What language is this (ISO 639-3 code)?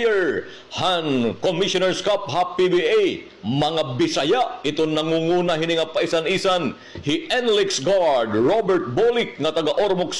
war